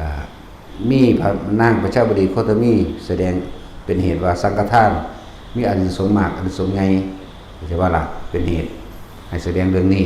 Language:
Northeastern Thai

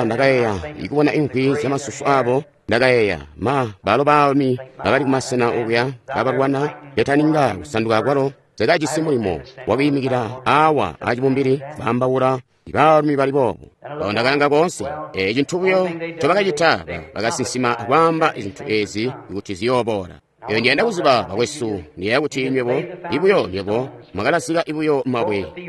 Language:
Tonga (Zambia)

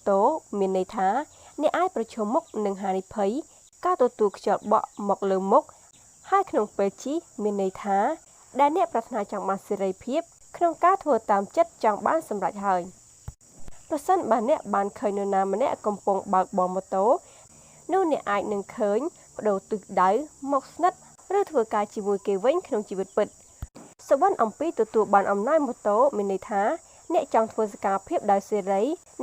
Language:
Khmer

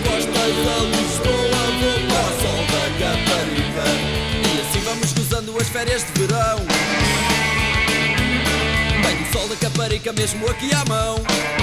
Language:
Portuguese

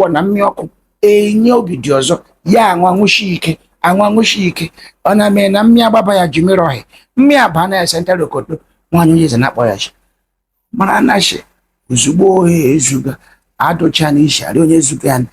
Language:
Igbo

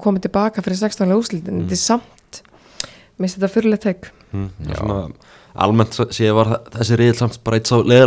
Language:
Icelandic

